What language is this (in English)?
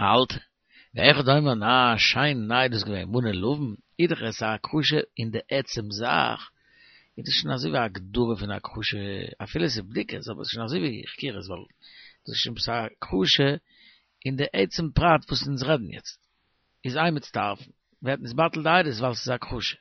Yiddish